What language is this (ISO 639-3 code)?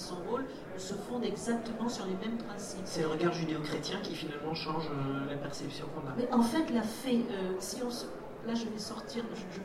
fra